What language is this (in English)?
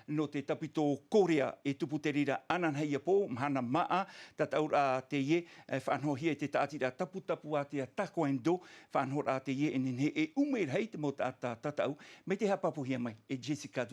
Tahitian